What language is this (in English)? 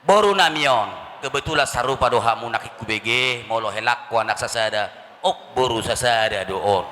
Batak Toba